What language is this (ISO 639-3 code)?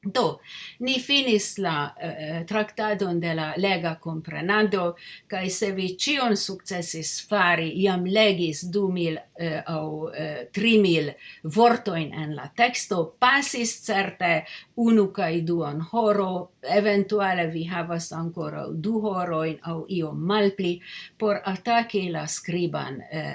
epo